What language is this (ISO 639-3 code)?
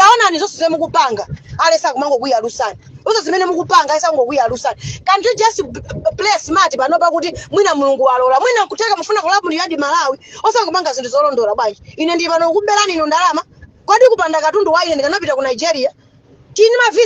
nya